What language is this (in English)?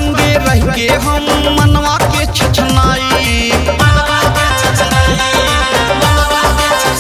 Bhojpuri